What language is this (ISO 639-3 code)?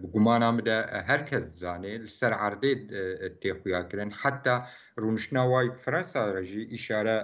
kur